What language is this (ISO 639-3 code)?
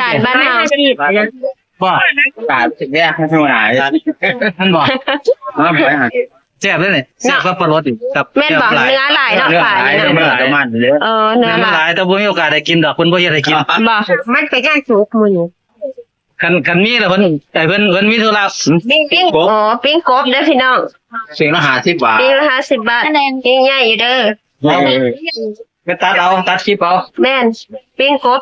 tts